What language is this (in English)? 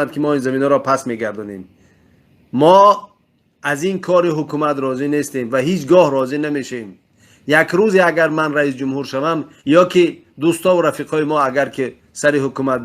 Tajik